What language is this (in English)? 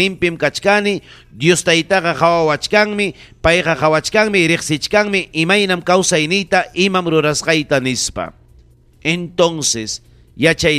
Ayacucho Quechua